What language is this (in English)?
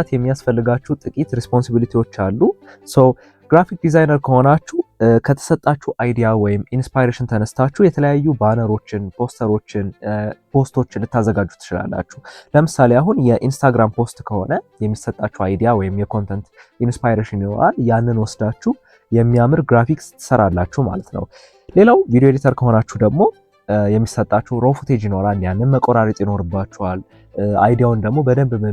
Amharic